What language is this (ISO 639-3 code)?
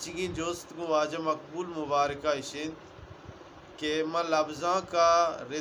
bgp